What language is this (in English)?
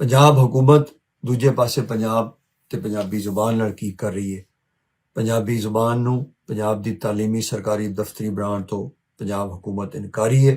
Western Panjabi